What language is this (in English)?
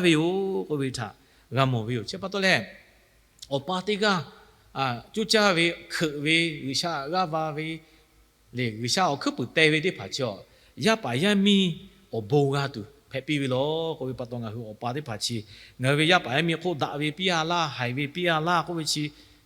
Lahu